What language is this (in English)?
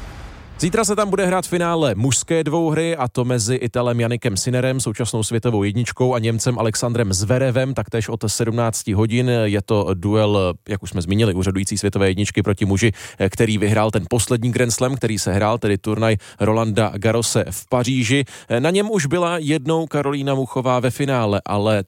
Czech